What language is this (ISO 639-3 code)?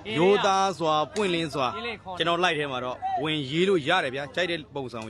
mya